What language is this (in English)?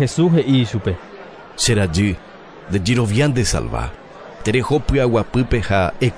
Guarani